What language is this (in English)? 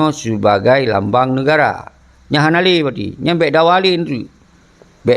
Achinese